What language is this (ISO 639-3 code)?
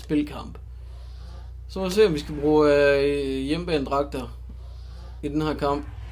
dan